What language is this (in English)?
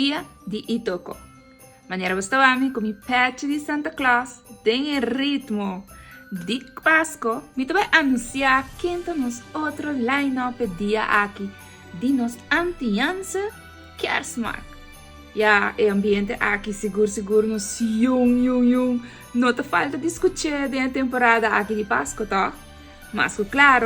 Papiamento